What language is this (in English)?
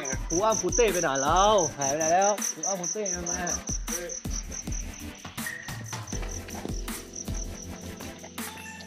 Thai